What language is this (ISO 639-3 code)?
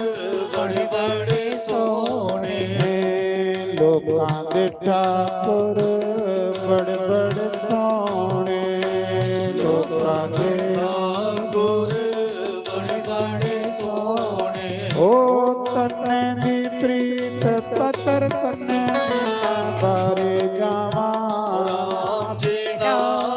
doi